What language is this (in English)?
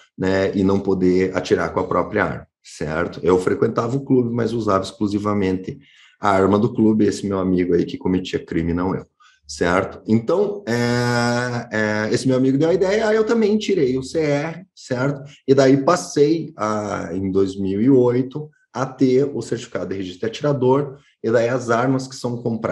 Portuguese